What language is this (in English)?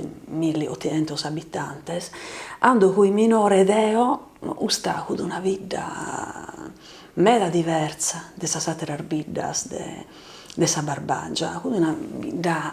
Sardinian